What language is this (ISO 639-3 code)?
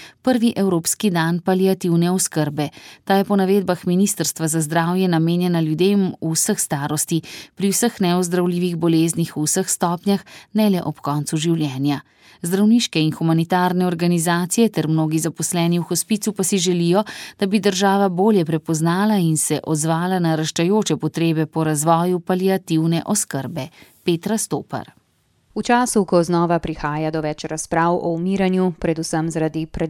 slv